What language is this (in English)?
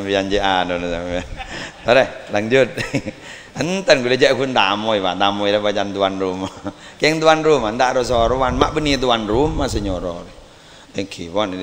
Madurese